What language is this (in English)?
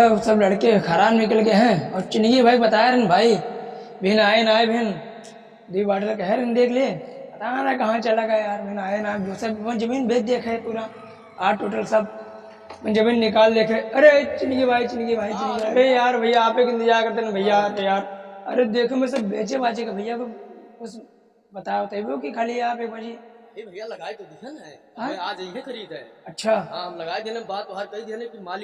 Awadhi